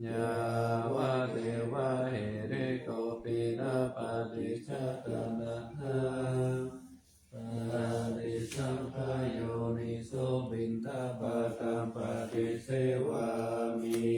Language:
Pali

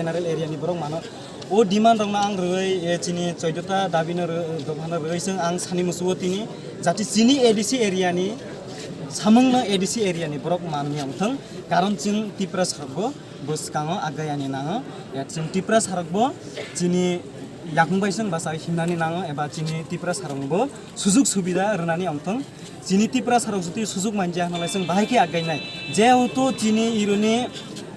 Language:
Kok Borok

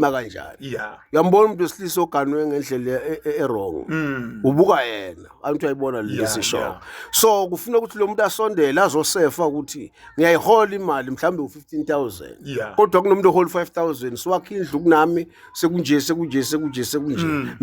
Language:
Zulu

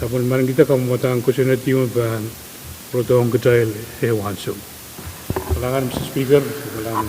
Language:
Pohnpeian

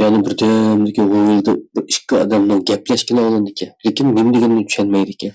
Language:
Uyghur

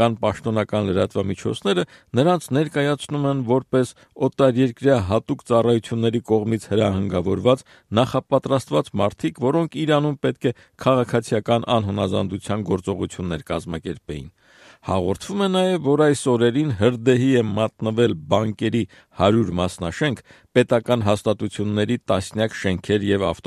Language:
Armenian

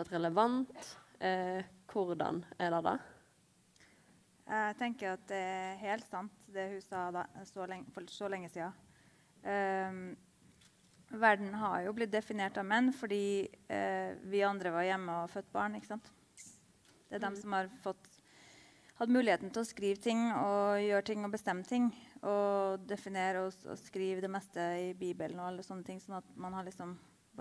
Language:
Norwegian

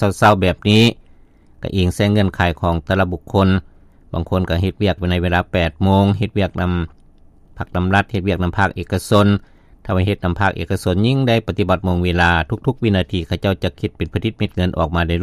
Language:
Lao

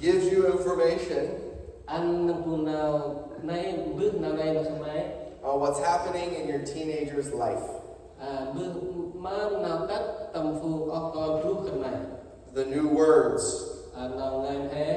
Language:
Central Mnong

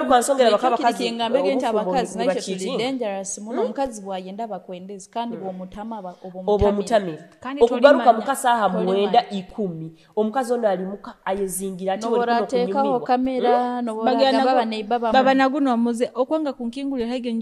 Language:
Nyoro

